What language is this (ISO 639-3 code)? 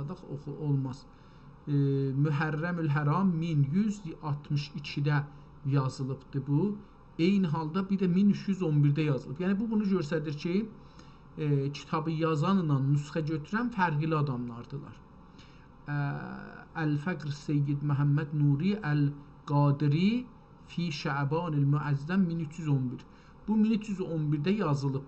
azb